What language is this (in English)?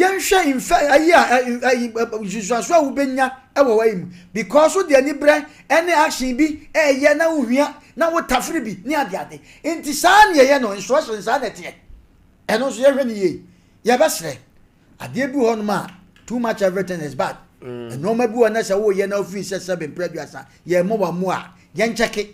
Akan